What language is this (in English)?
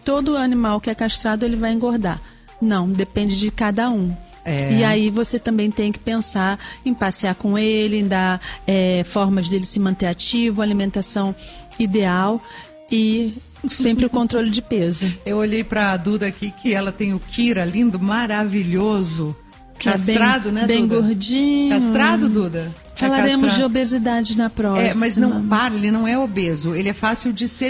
Portuguese